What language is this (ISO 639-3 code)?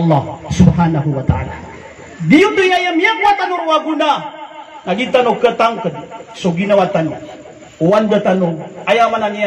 mrw